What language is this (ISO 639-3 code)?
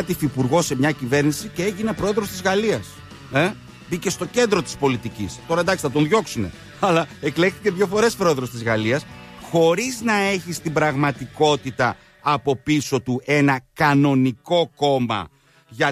ell